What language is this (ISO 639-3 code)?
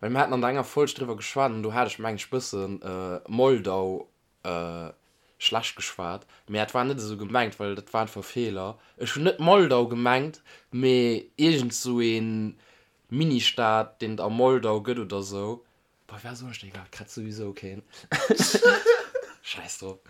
ltz